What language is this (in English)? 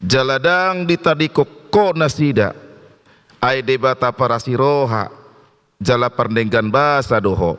Batak Toba